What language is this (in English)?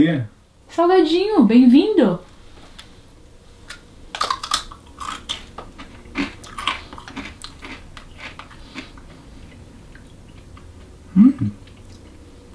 Portuguese